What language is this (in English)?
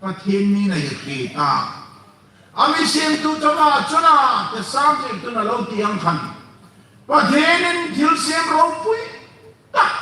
Hmar